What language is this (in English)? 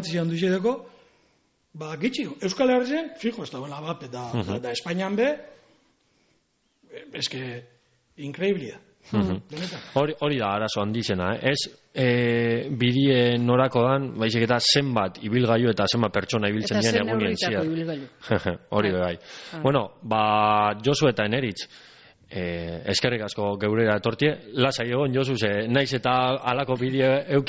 Basque